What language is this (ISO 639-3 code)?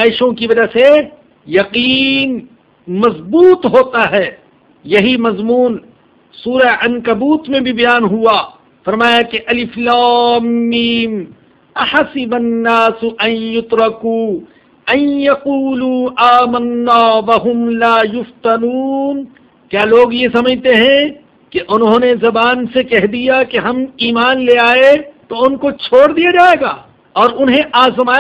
urd